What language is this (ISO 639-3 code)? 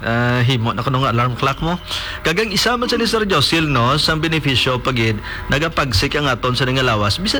hil